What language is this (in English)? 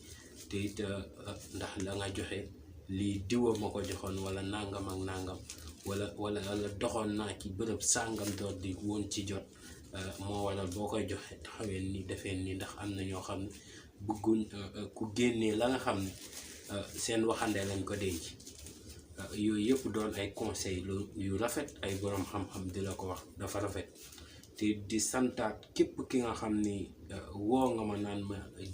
Wolof